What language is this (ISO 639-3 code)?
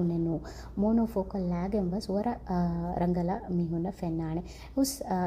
div